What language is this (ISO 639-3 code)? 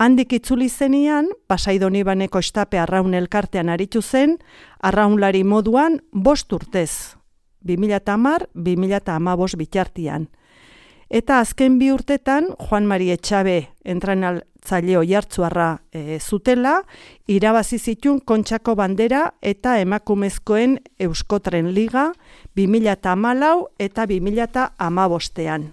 eus